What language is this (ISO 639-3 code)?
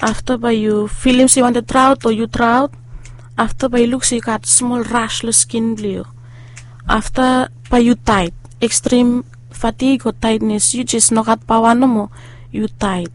bis